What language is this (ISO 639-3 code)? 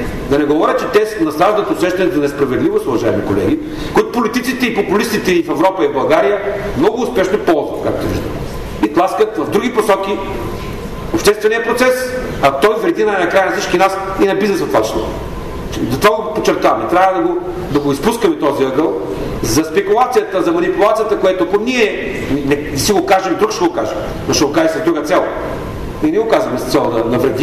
bul